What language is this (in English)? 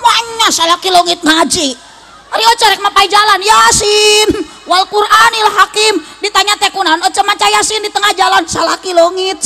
Sundanese